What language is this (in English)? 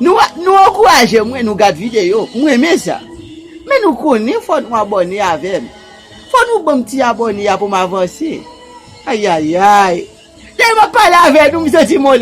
Haitian Creole